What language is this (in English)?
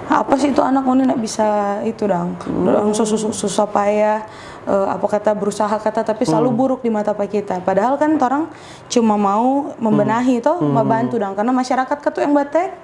Manado Malay